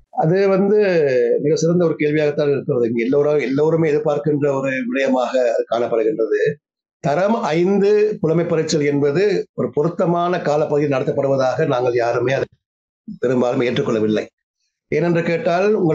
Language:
Tamil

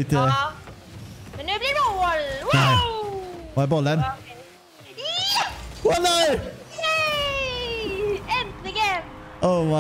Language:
Swedish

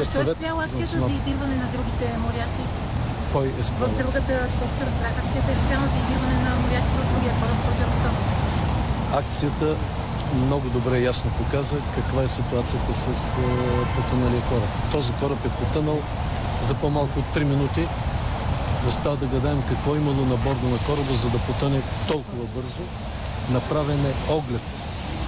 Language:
Bulgarian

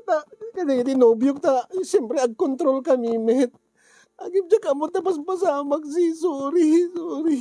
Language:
Iloko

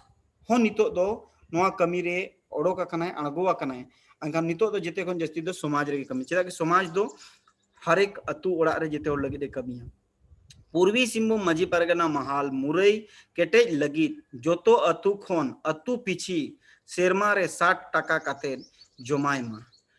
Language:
Santali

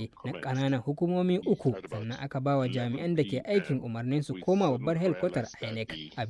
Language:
Hausa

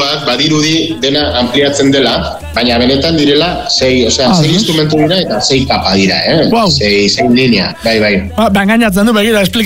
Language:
Basque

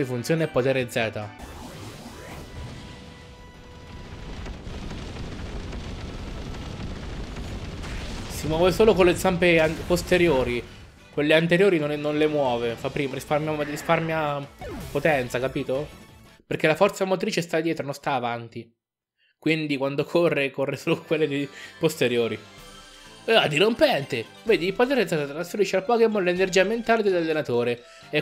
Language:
Italian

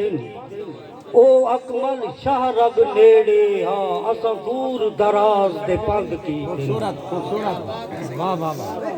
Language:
Saraiki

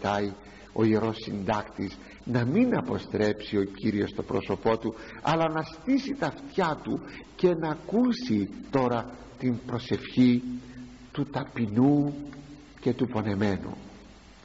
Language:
Greek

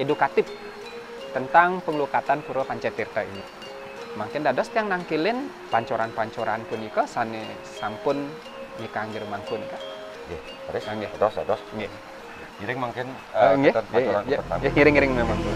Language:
Balinese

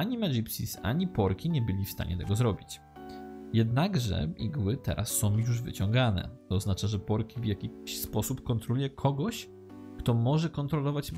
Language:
Polish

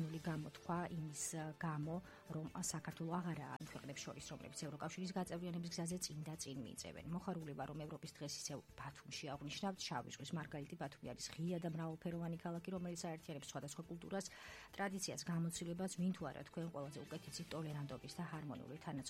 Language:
Georgian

